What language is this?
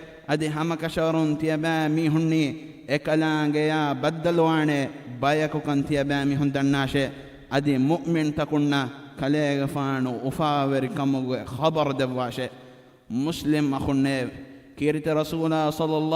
Divehi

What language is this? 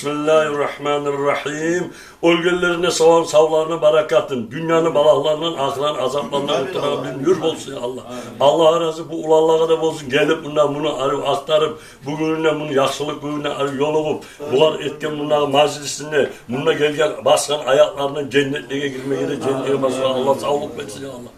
Kumyk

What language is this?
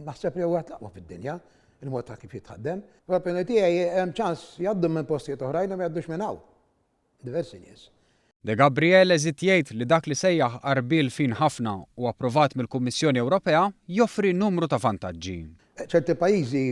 Maltese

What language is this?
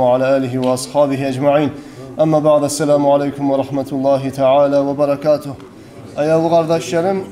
Kumyk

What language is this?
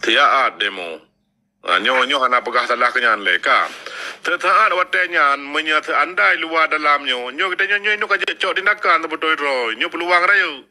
Achinese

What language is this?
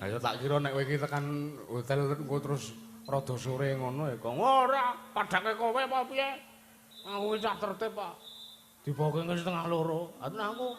Javanese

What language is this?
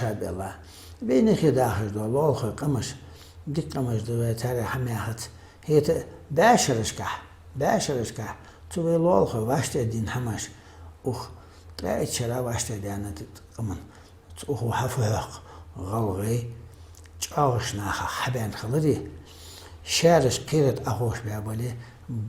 Ingush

